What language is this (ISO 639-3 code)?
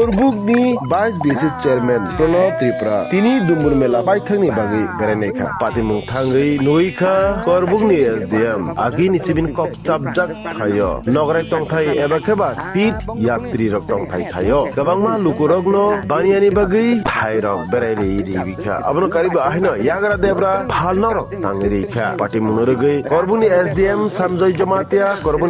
trp